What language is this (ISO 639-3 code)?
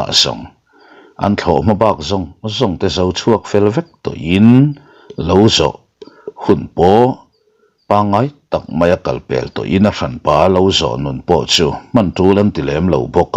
lus